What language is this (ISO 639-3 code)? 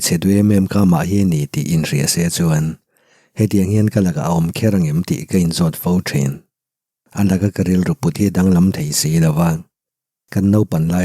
lus